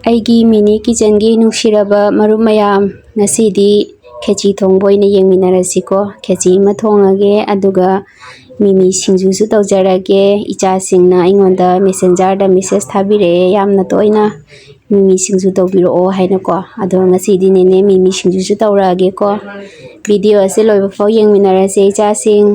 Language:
Manipuri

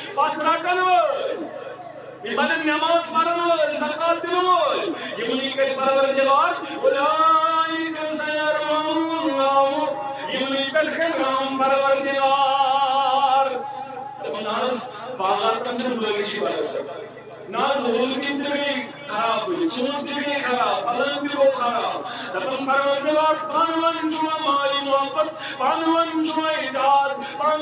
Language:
Kashmiri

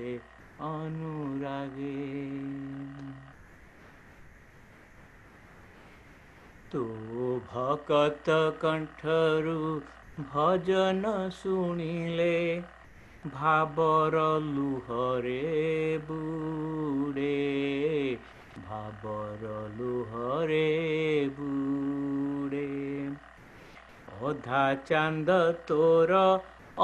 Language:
Odia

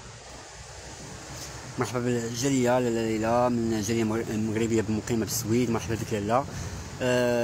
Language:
Moroccan Arabic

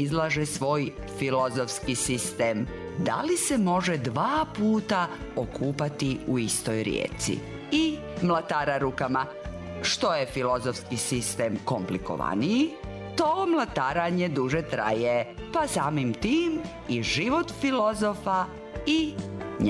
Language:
Serbian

